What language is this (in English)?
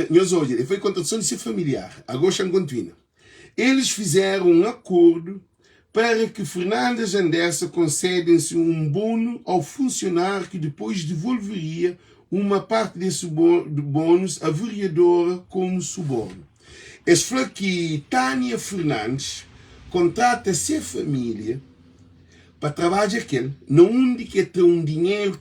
Kabuverdianu